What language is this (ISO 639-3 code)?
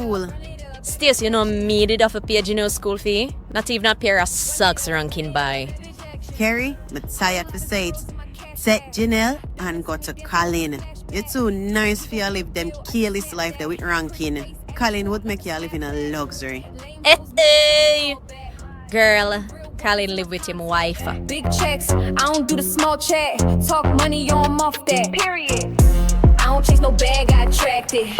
jam